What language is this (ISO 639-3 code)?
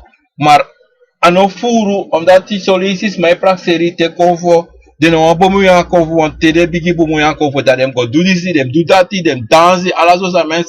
srn